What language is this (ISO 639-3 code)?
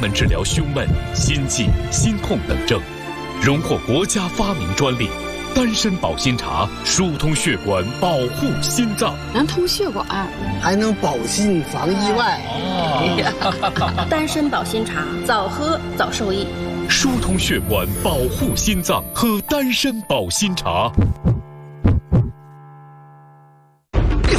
zho